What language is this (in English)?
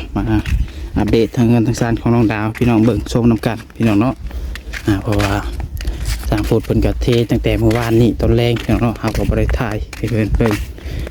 Northeastern Thai